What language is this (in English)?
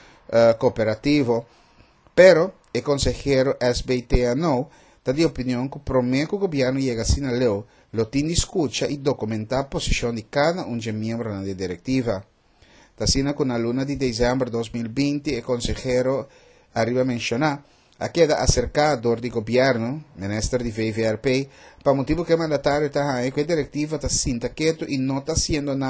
Papiamento